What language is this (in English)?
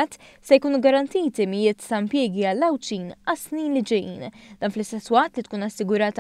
Maltese